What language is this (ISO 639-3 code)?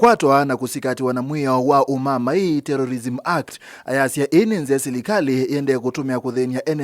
kam